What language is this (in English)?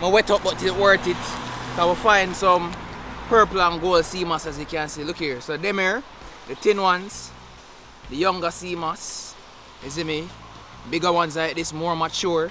Jamaican Creole English